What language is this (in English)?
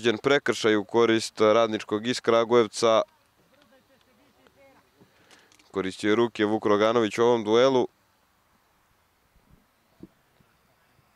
Serbian